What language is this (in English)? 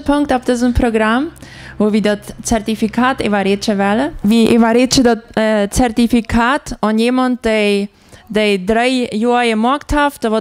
Plautdietsch